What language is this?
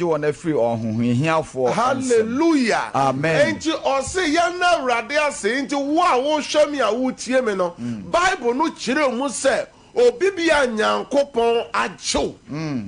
Akan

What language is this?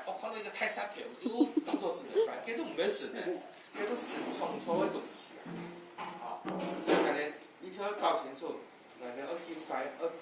Hakka Chinese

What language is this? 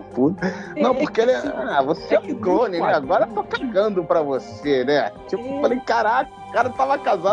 Portuguese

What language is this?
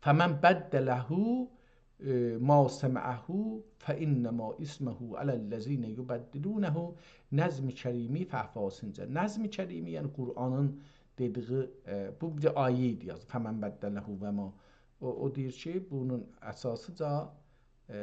South Azerbaijani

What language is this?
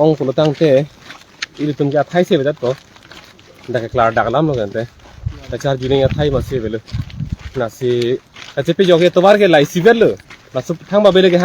Karbi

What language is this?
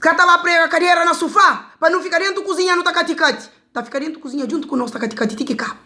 Kabuverdianu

